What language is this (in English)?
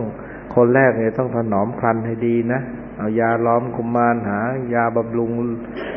Thai